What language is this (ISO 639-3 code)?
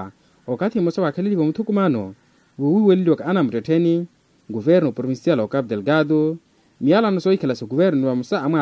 vmw